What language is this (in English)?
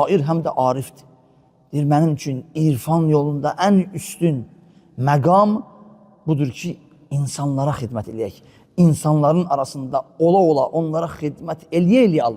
Azerbaijani